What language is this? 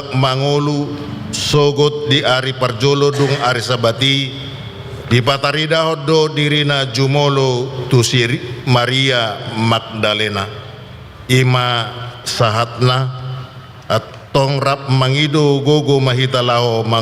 Batak Toba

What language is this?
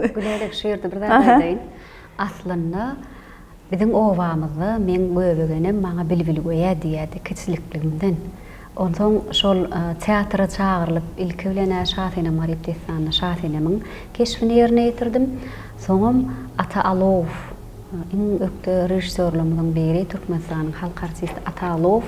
Turkmen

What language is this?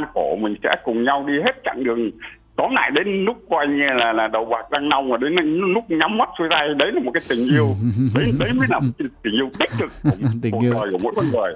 Vietnamese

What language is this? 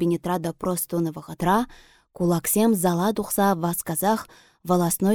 Chuvash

